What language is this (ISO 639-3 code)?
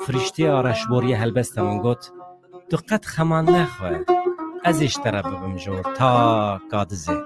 kur